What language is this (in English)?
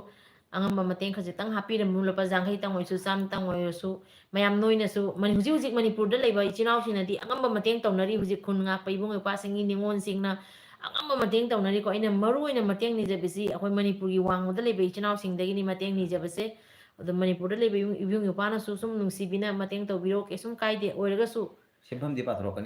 Manipuri